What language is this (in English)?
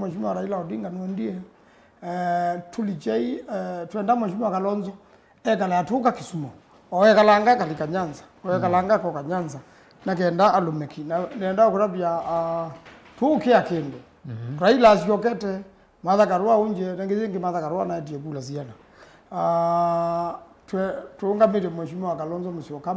Kamba